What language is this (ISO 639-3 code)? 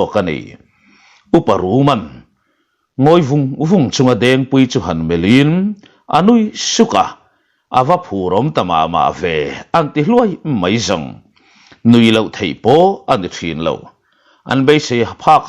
lus